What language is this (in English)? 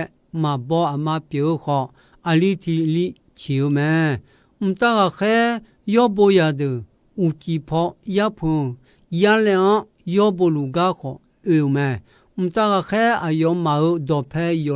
Akha